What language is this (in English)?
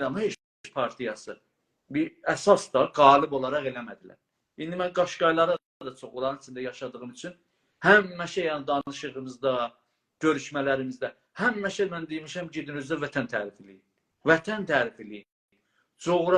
South Azerbaijani